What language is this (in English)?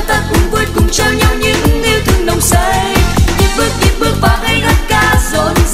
Vietnamese